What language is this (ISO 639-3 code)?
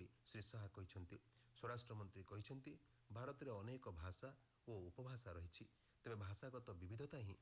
ori